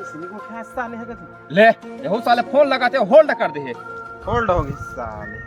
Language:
Chhattisgarhi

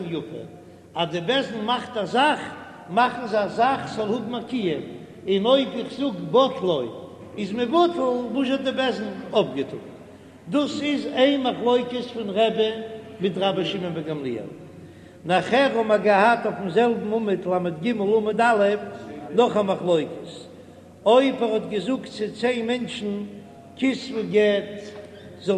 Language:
Yiddish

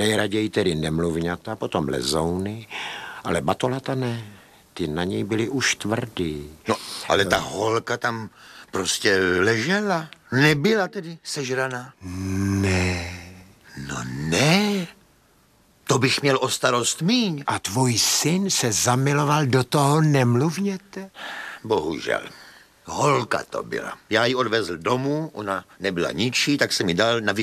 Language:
Czech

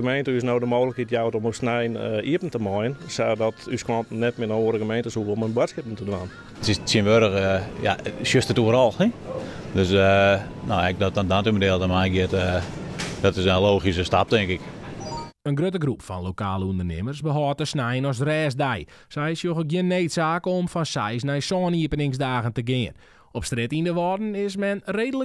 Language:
Western Frisian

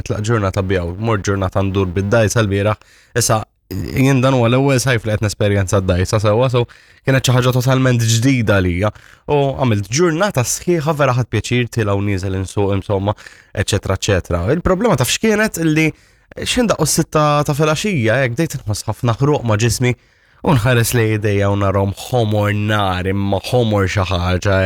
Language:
Maltese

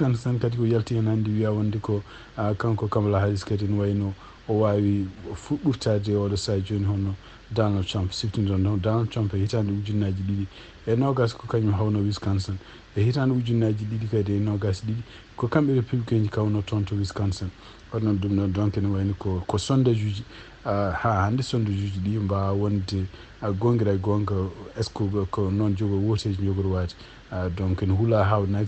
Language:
Fula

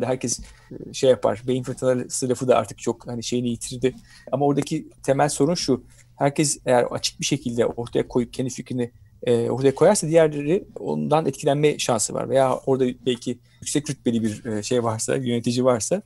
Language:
Turkish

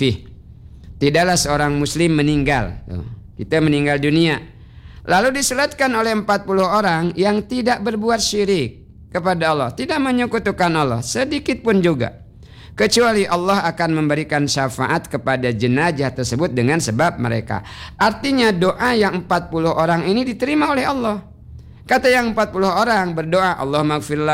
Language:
Indonesian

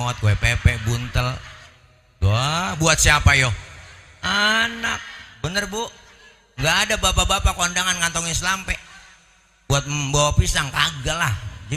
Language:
Betawi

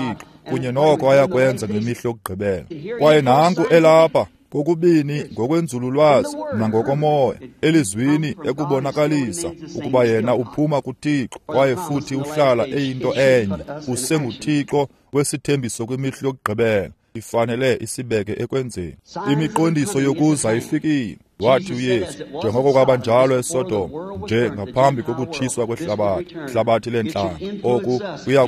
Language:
Xhosa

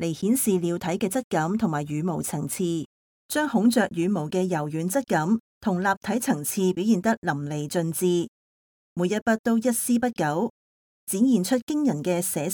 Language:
Cantonese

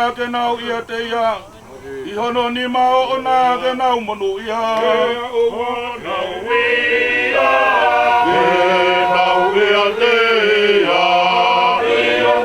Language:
Tongan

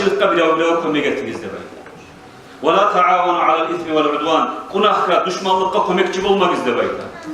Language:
Kumyk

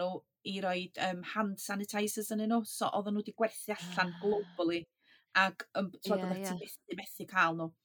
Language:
Welsh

